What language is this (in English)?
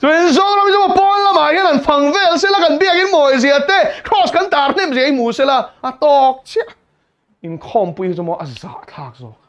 Mizo